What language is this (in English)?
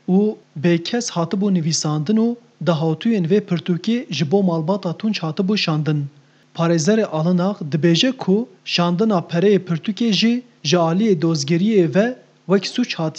Kurdish